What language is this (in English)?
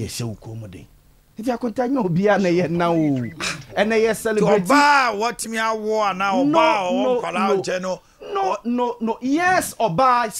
Akan